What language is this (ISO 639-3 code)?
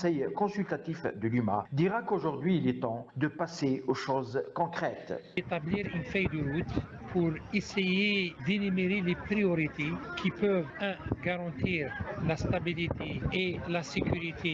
fra